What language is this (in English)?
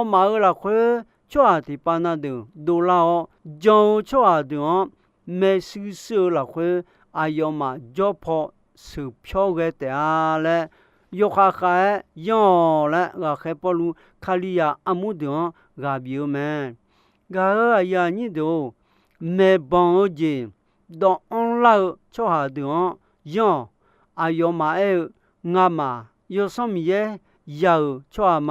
Akha